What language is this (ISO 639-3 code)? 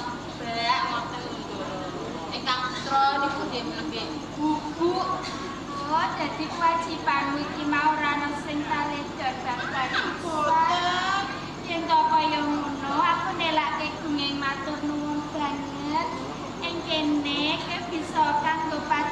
jav